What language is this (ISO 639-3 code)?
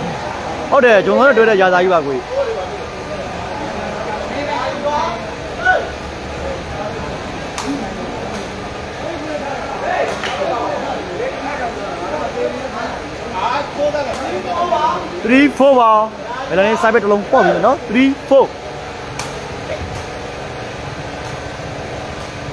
mya